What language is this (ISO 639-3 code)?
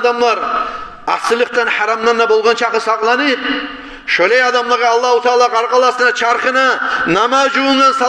kum